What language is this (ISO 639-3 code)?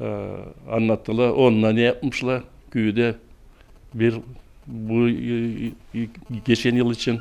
gag